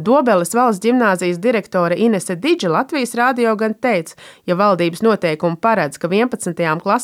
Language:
Latvian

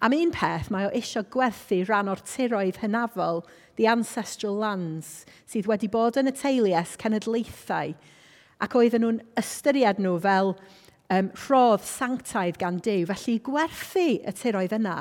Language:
Welsh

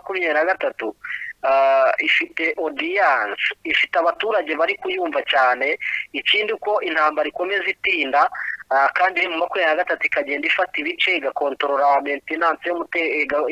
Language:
Kinyarwanda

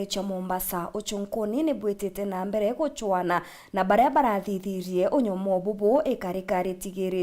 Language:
Meru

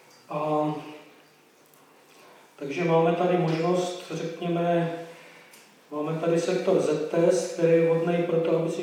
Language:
Czech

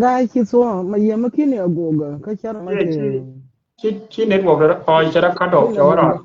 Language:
Nuer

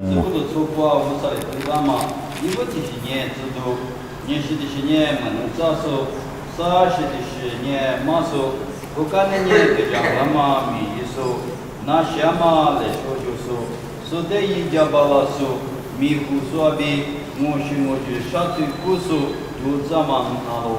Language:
Lisu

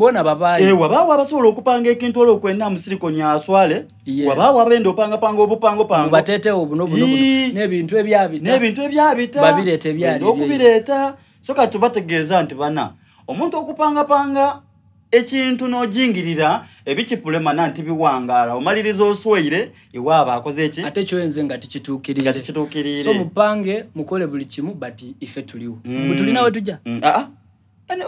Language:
Soga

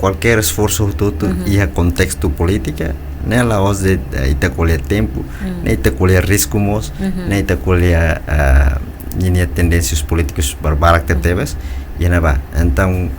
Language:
Tetum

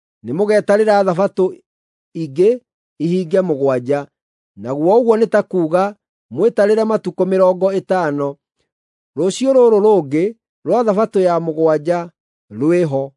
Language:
Kikuyu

